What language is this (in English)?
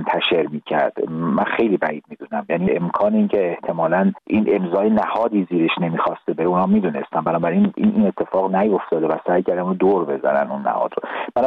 Persian